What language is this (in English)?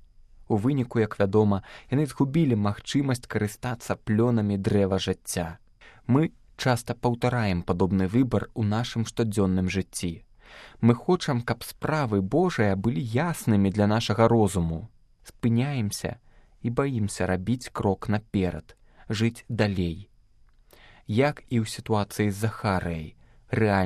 Belarusian